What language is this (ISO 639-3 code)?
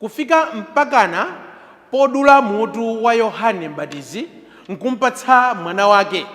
nya